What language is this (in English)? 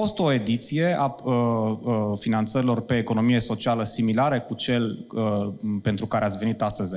Romanian